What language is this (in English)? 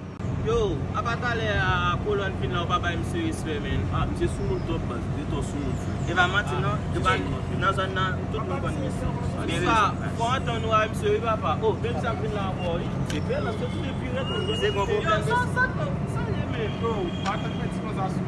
Haitian Creole